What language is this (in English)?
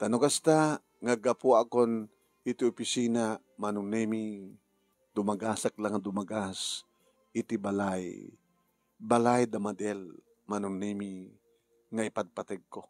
Iloko